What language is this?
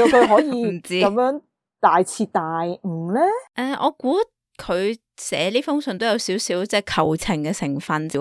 Cantonese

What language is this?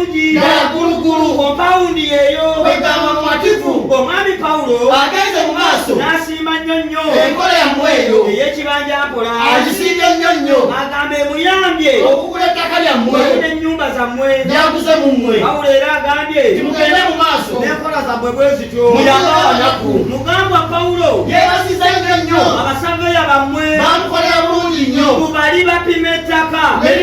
Ganda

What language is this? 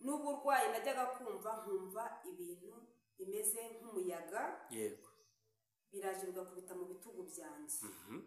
Kinyarwanda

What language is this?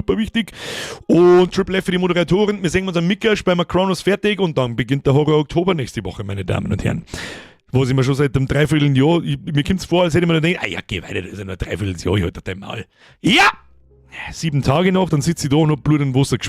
Bavarian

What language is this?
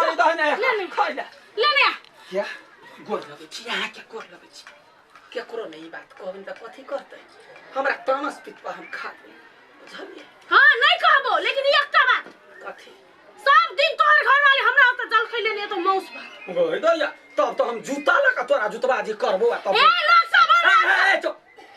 Maithili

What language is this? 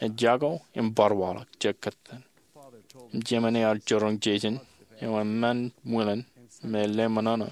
Marshallese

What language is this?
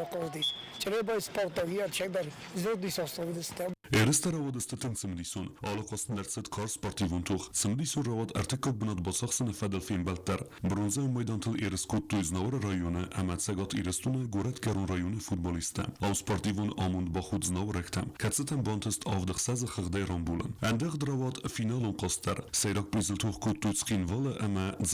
Ossetic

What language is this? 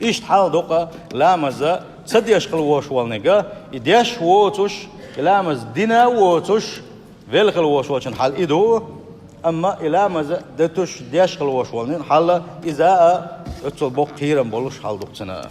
Chechen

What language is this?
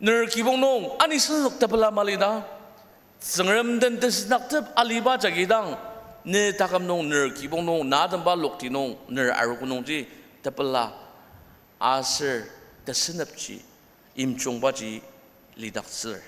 Ao Naga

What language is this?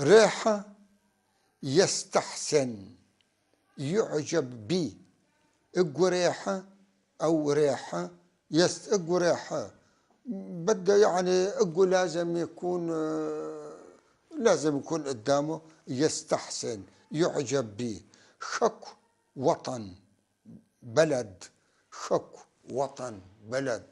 North Levantine Arabic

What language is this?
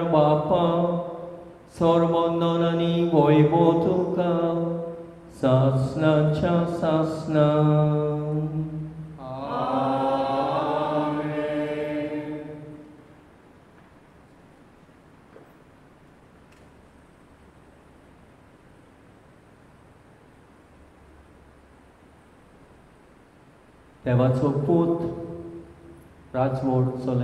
Konkani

